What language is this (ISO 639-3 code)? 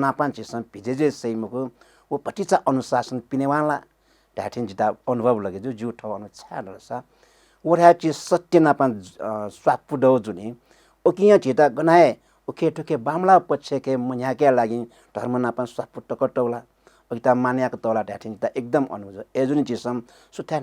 new